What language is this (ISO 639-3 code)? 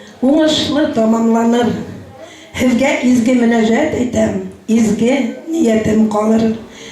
bak